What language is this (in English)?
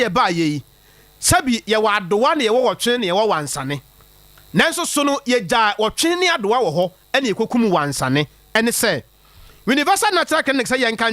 Akan